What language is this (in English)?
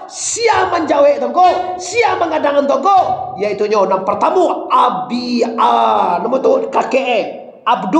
Minangkabau